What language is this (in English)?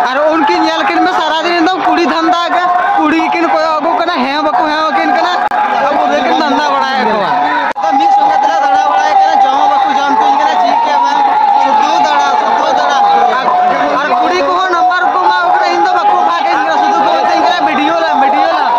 Santali